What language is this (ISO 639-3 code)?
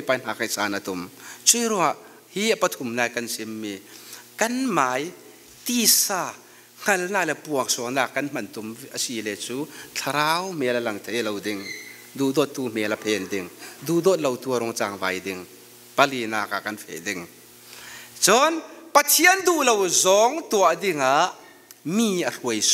cfm